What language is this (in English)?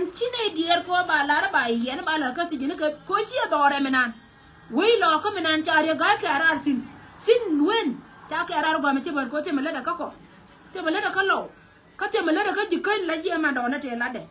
Nuer